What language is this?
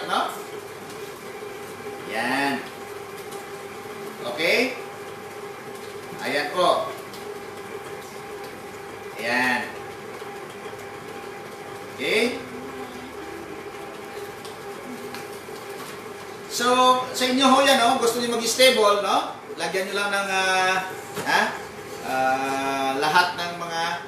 Filipino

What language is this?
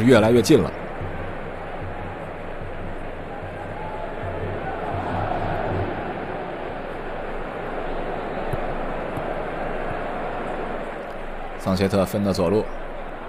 Chinese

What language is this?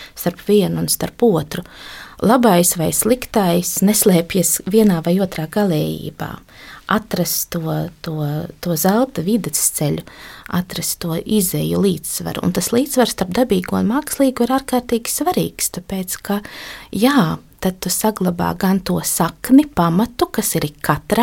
Latvian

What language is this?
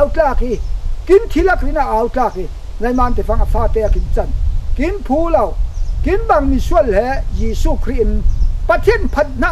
Falam Chin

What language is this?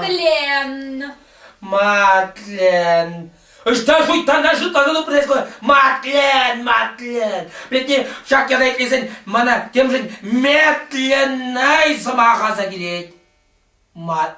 Chuvash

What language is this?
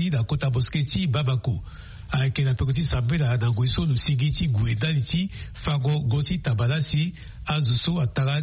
Sango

